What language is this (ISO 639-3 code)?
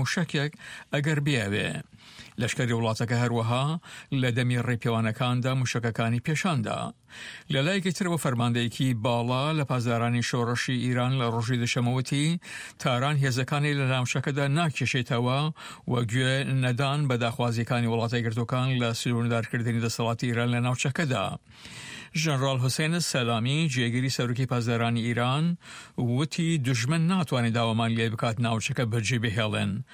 ckb